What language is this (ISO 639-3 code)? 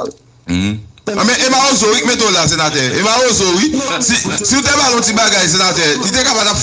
hat